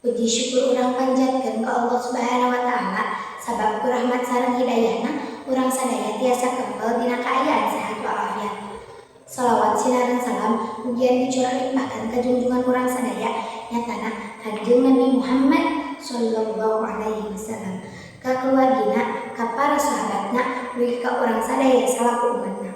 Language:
Sundanese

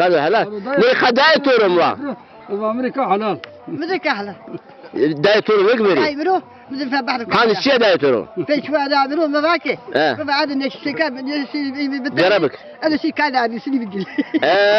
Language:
Zaza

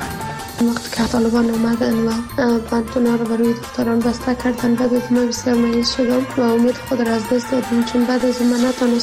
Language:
Persian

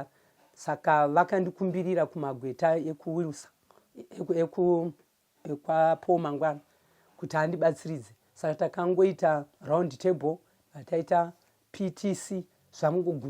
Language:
Shona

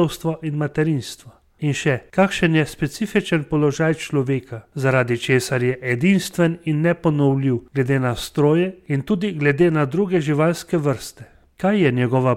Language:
Slovenian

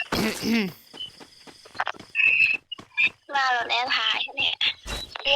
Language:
Lao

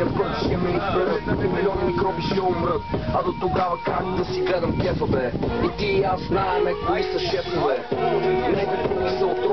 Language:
Bulgarian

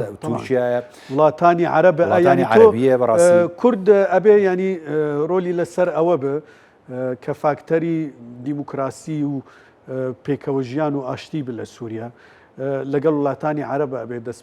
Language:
Central Kurdish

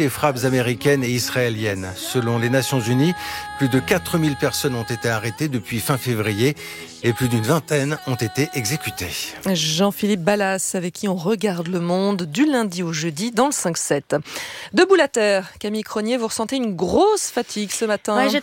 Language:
French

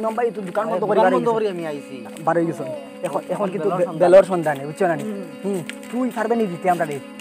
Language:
Sylheti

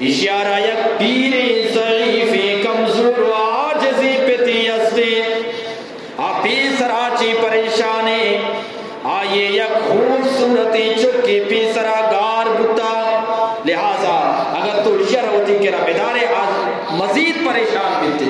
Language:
Eastern Balochi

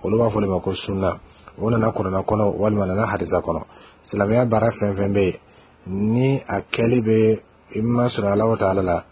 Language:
Bambara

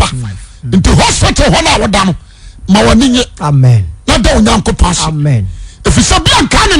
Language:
Akan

